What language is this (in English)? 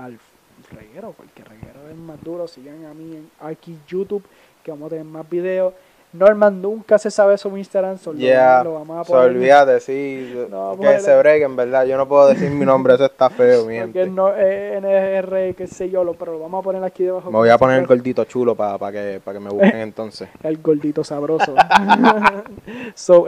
Spanish